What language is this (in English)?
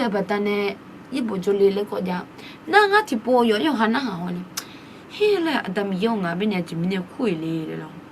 Akha